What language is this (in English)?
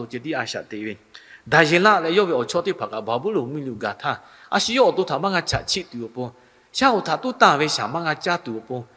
Lahu